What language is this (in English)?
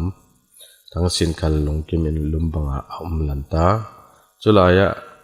Falam Chin